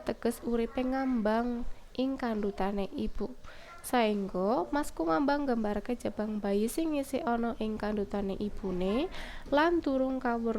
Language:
Javanese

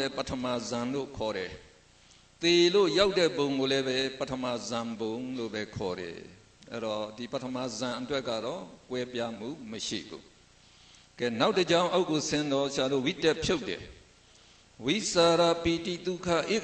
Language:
Burmese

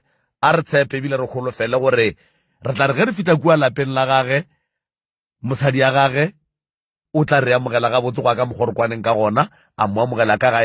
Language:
Northern Sotho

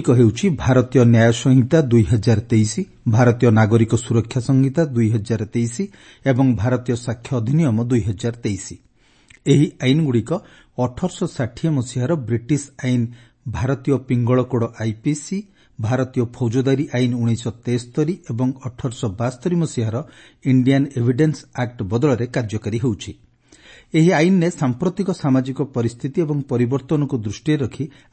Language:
Odia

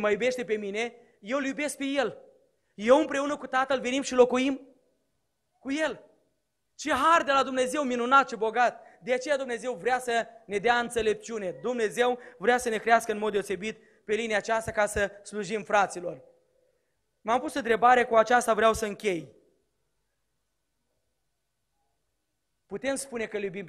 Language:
Romanian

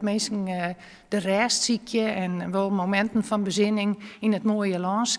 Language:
Western Frisian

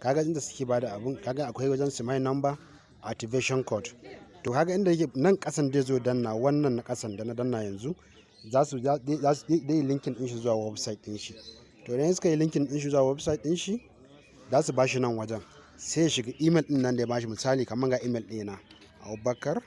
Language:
Hausa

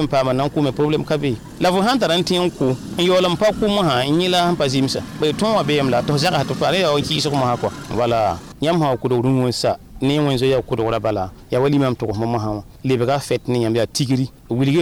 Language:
Mossi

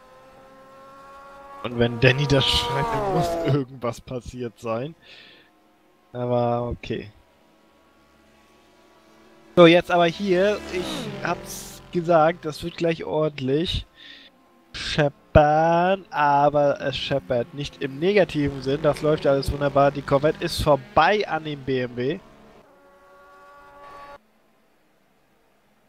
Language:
German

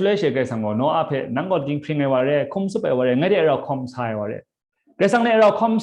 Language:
Kachin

